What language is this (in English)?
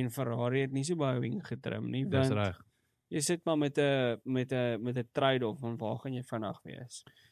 Afrikaans